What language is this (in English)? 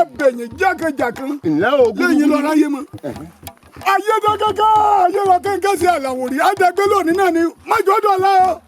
Yoruba